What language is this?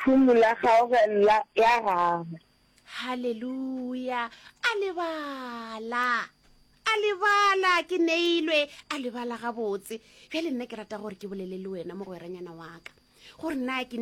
Northern Sotho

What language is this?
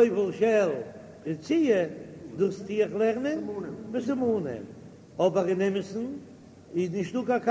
Yiddish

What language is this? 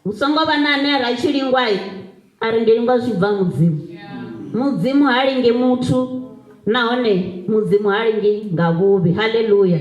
Venda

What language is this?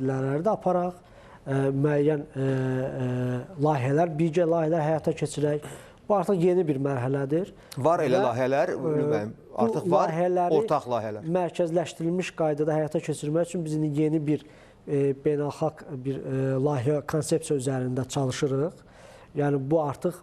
Azerbaijani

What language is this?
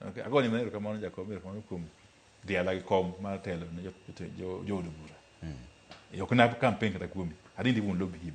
Luo (Kenya and Tanzania)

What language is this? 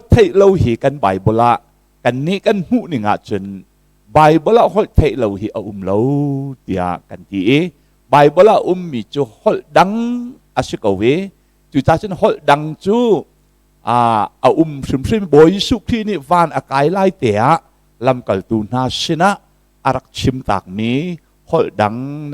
Hakha Chin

